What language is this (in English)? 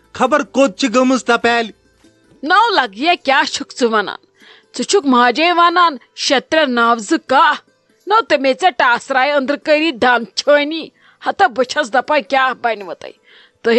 Kashmiri